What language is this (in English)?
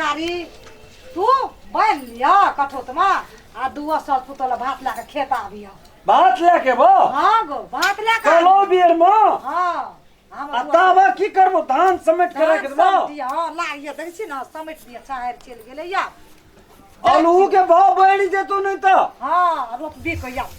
Maithili